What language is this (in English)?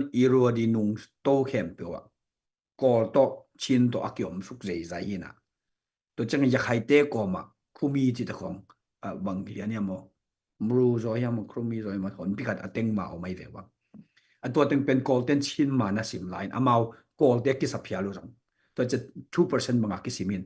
Tedim Chin